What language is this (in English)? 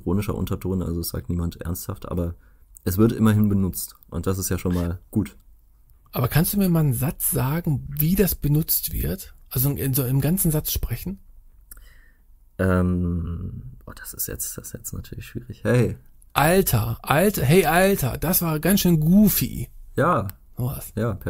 German